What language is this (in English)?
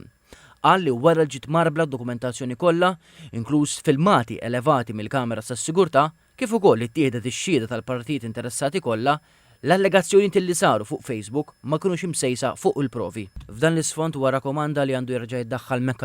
Maltese